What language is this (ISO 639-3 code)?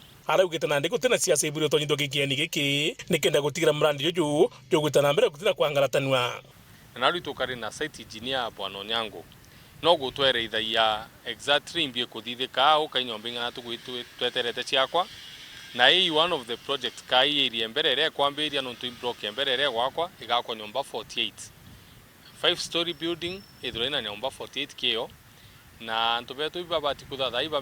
mer